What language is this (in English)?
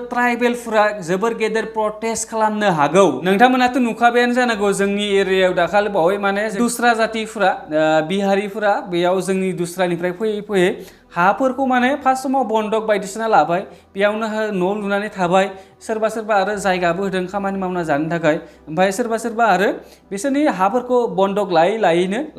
Bodo